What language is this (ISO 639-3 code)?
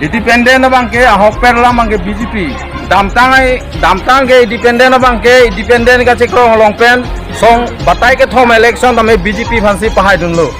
mjw